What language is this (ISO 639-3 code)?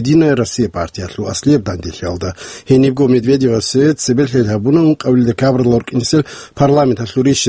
ava